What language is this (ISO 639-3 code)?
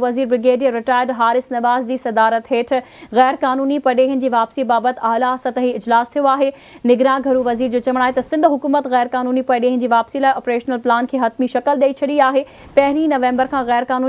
snd